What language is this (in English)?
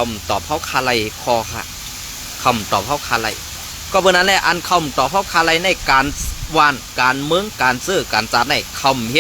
Shan